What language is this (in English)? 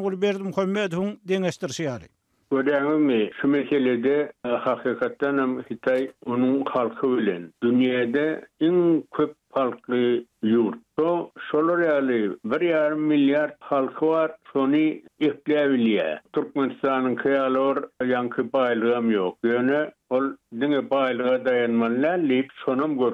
Turkmen